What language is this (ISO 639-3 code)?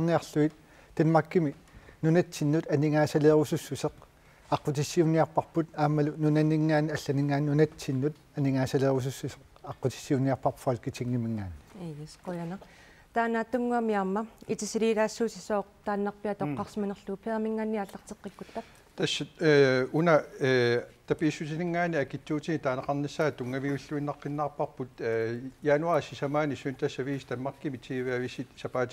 kal